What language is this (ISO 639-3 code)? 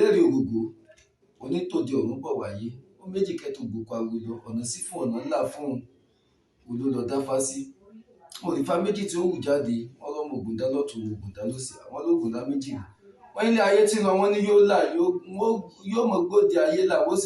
yor